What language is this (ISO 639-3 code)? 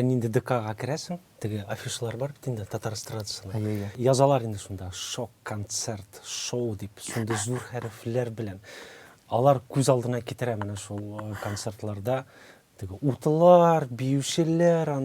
tat